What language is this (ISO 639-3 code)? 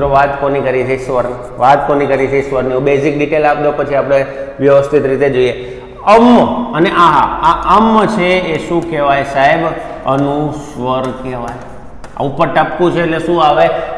guj